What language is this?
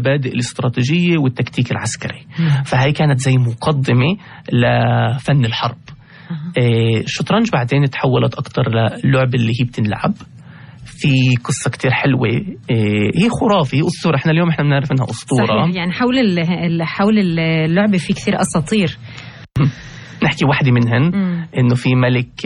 North Levantine Arabic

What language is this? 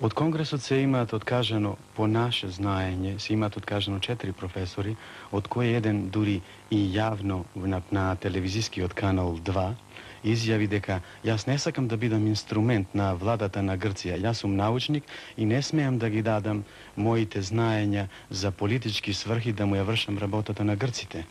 Macedonian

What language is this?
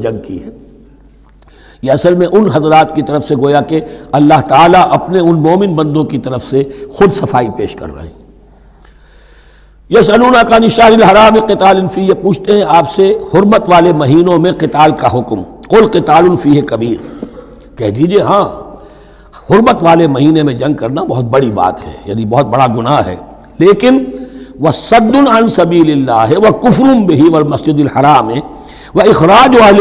Urdu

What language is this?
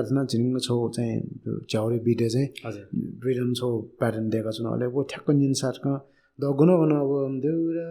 Newari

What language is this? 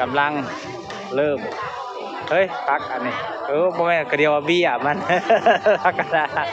Northeastern Thai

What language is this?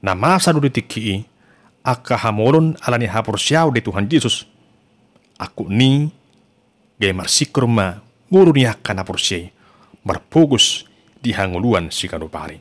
Batak Toba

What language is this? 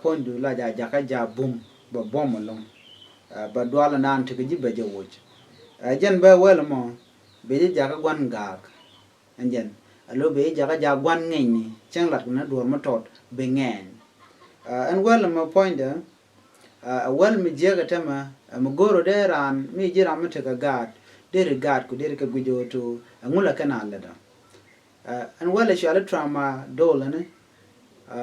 Nuer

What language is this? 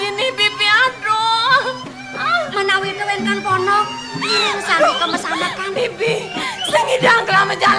Balinese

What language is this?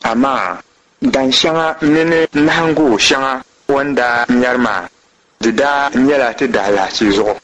Dagbani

